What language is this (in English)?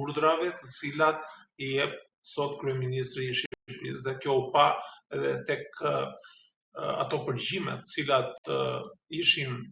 Albanian